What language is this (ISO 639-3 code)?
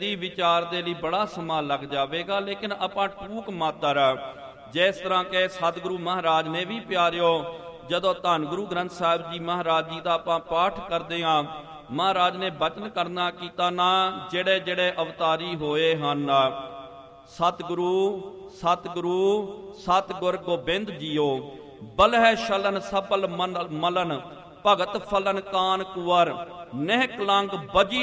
pan